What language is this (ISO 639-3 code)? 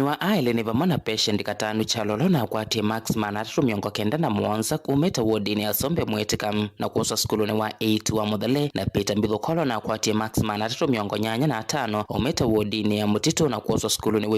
kam